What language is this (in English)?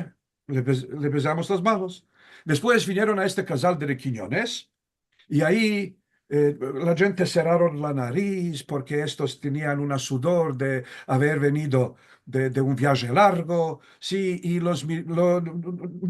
Ladino